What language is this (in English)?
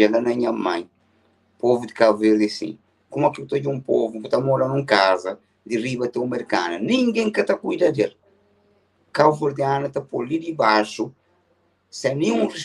Kabuverdianu